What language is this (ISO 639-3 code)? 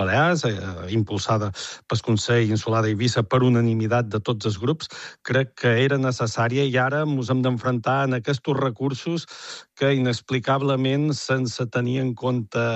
cat